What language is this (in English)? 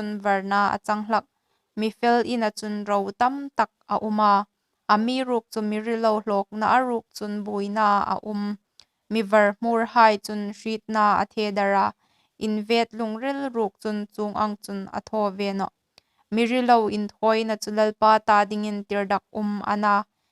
Hmar